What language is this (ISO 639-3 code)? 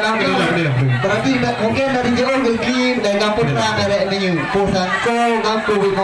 ace